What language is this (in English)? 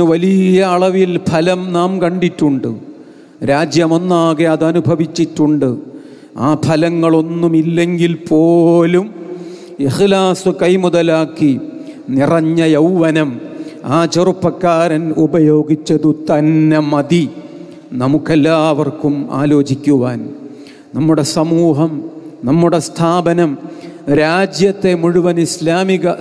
Malayalam